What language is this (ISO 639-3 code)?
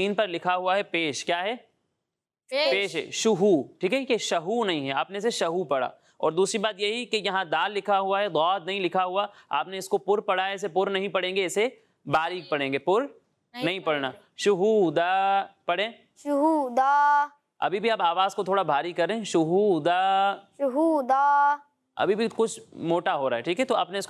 urd